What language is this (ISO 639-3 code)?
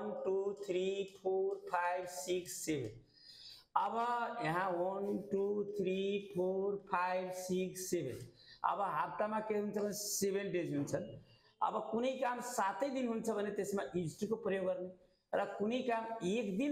nep